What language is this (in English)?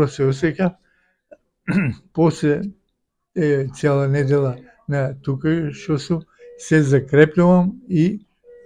Macedonian